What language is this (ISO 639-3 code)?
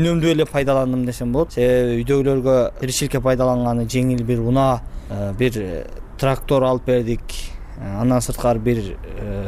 kir